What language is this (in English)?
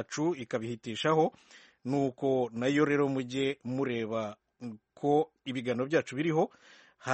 Kinyarwanda